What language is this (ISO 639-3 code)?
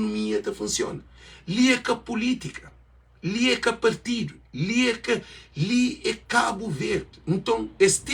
kea